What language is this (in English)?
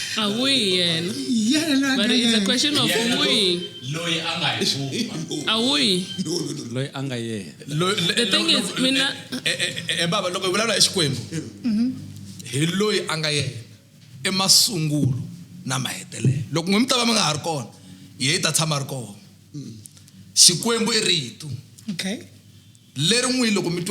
Tsonga